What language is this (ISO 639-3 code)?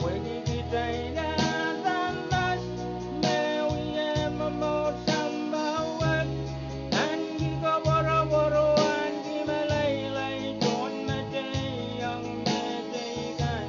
pon